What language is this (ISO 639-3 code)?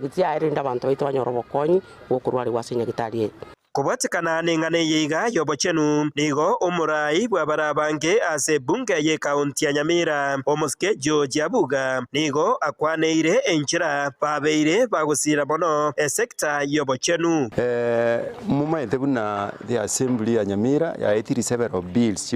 guz